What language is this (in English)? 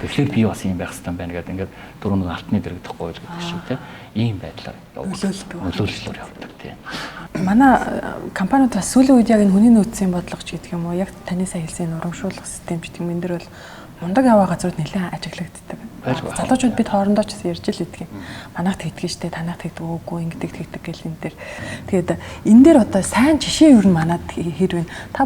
Mongolian